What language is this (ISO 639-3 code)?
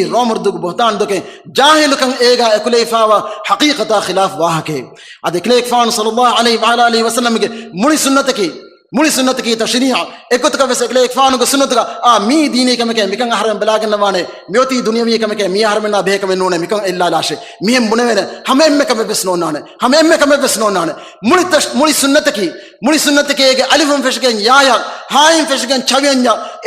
div